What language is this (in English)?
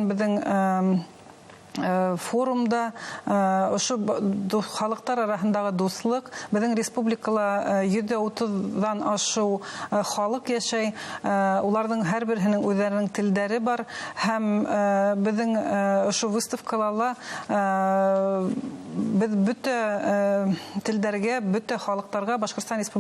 Bashkir